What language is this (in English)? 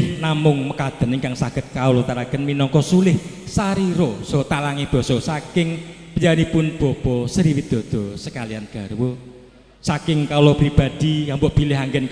Javanese